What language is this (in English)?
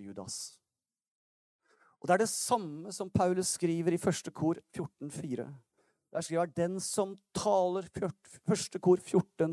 Norwegian